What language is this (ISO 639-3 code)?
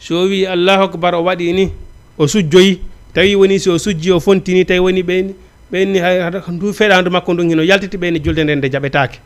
ful